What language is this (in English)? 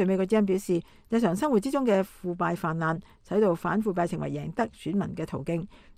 Cantonese